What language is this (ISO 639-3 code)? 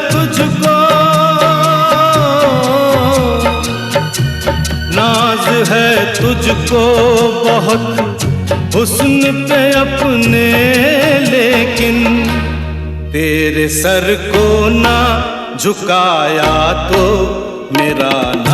hin